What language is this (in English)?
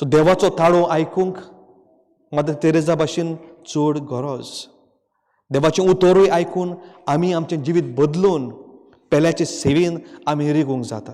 Konkani